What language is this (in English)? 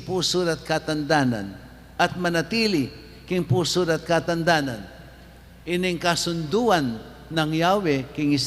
Pampanga